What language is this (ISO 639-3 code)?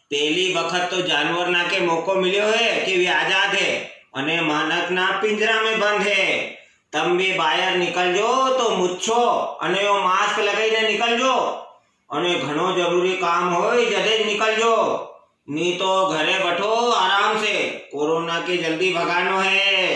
raj